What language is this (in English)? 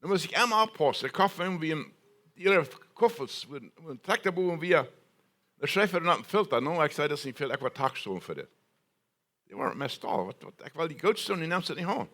Plautdietsch